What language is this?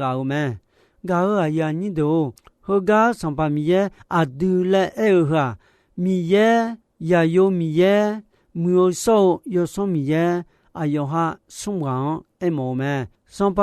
Akha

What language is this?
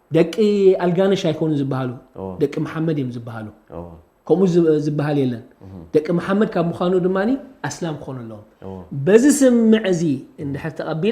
Tigrinya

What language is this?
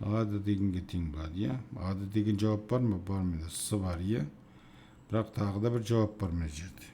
Kazakh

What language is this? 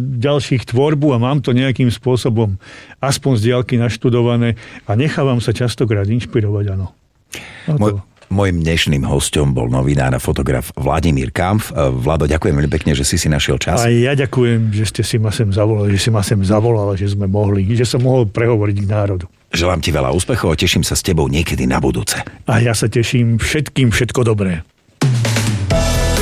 Slovak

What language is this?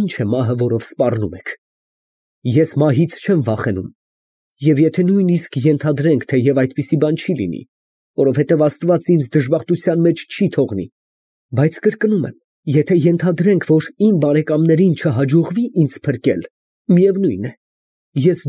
Armenian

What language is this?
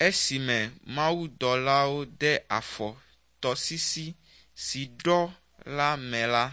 Ewe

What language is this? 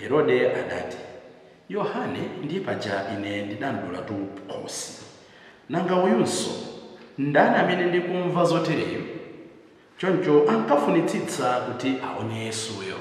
Nyanja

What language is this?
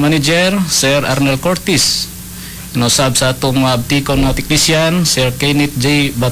Cebuano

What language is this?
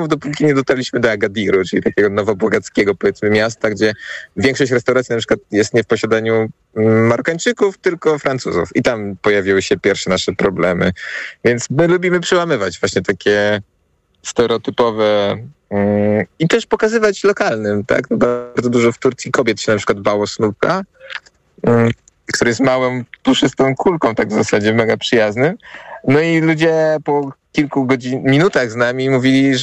Polish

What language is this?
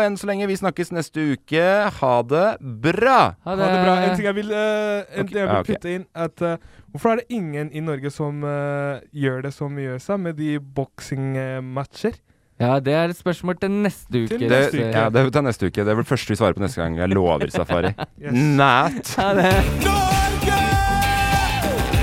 Norwegian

